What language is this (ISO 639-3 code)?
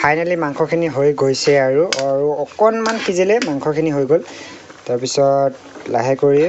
asm